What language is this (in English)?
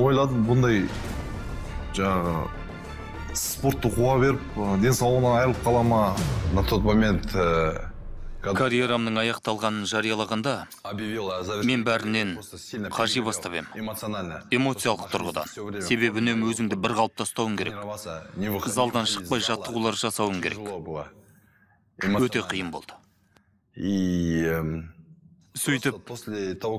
Kazakh